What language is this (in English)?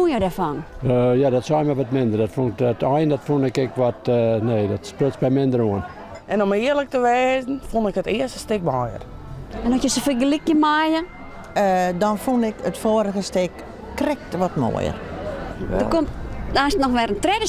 Western Frisian